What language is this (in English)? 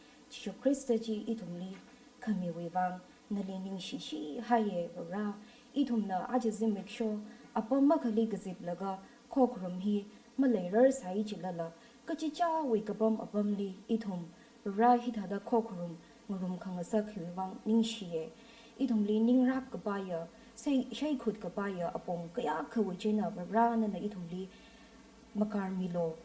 Tangkhul Naga (India)